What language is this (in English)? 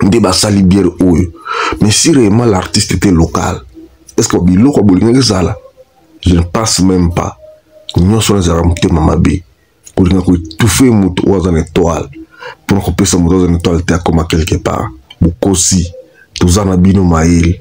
Lingala